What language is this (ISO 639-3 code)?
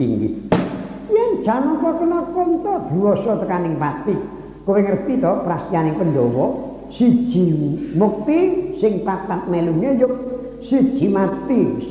jav